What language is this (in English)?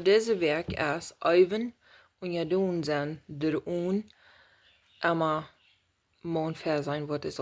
Plautdietsch